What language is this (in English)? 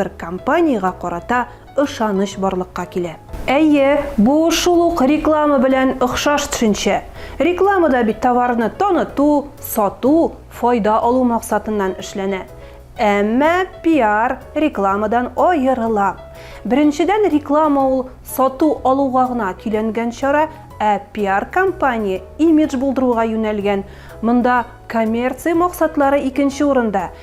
Tatar